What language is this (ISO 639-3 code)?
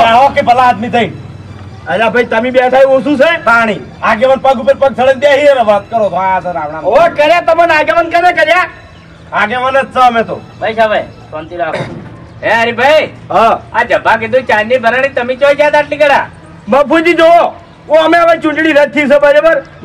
guj